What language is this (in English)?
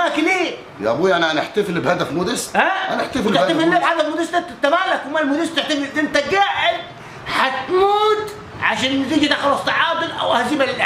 Egyptian Arabic